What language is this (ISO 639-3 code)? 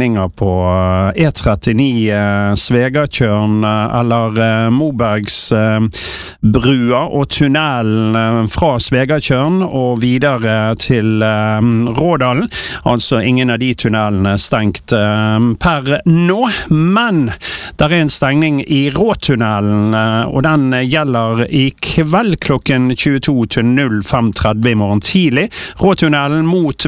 nor